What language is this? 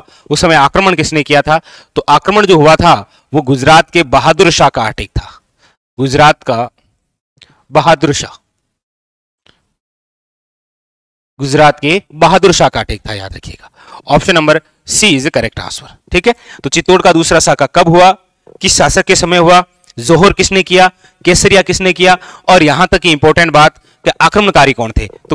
Hindi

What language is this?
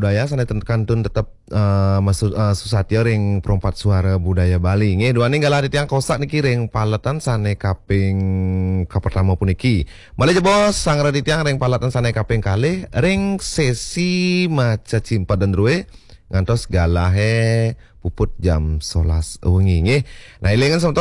Balinese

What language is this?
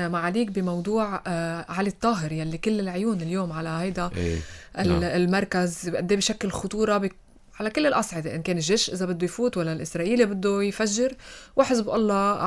North Levantine Arabic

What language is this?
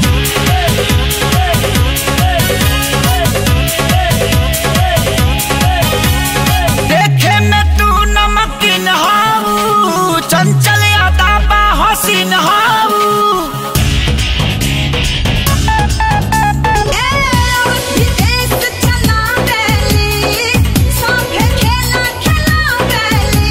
Bhojpuri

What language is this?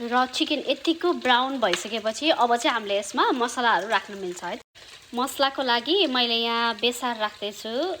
Nepali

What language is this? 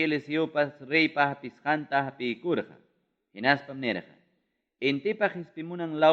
Ayacucho Quechua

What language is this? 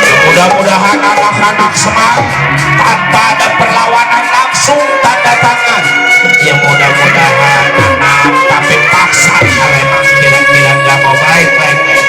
Betawi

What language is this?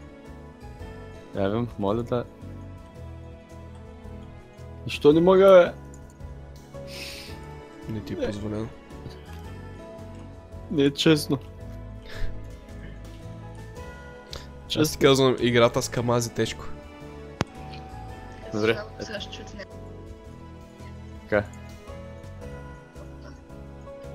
Bulgarian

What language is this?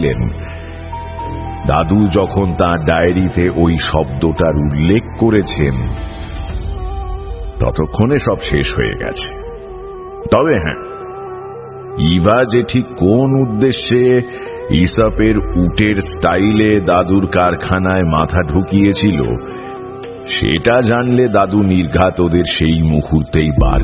Bangla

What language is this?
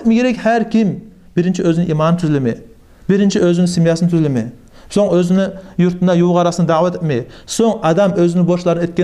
Kumyk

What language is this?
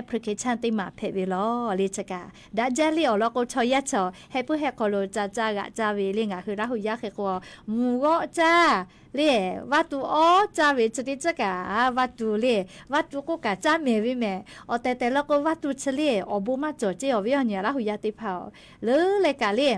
Lahu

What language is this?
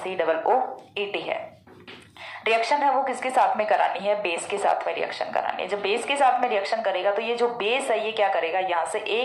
Hindi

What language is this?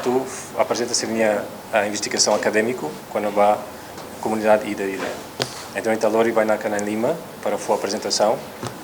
Tetum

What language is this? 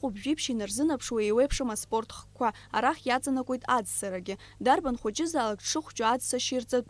Abkhazian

